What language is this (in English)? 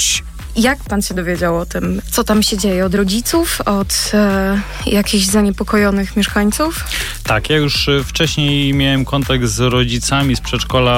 Polish